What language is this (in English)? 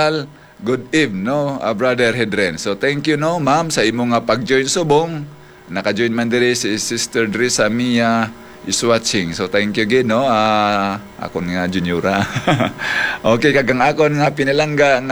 Hiligaynon